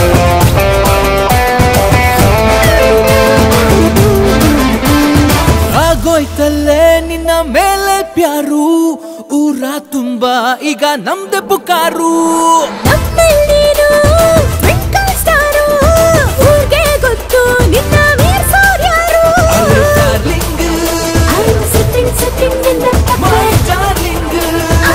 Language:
Kannada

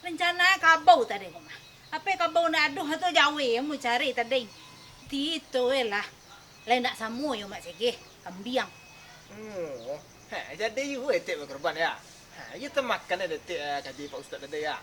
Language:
Minangkabau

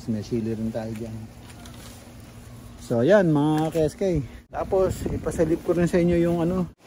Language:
Filipino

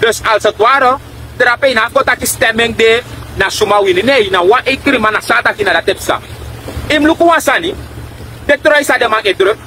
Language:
Sranan Tongo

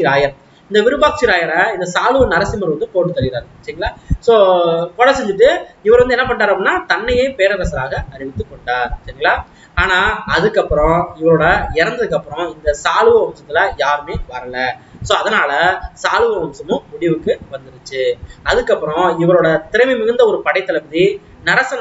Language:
Tamil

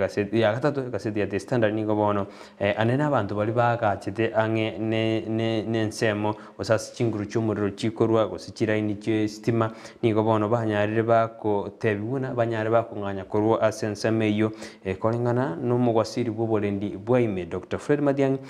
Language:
Gusii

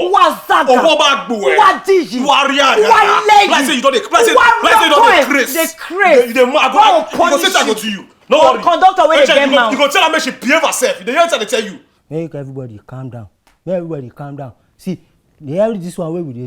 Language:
Nigerian Pidgin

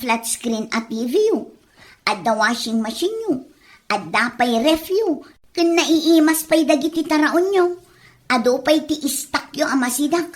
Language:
Iloko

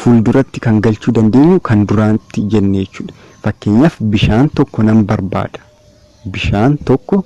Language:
Oromo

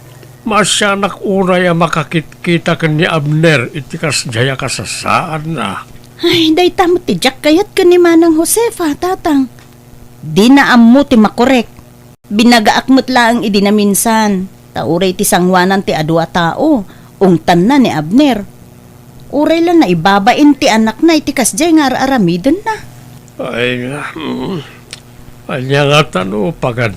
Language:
Iloko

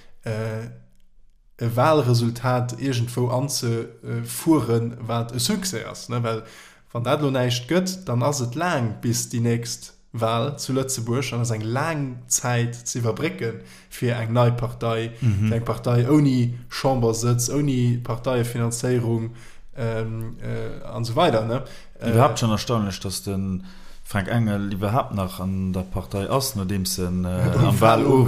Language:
Luxembourgish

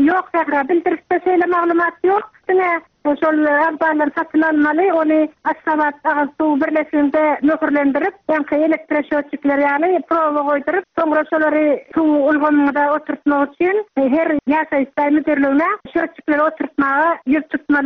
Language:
Turkmen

